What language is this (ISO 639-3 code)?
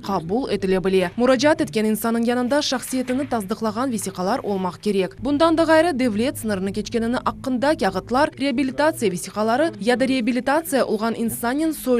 crh